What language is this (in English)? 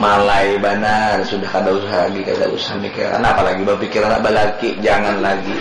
Banjar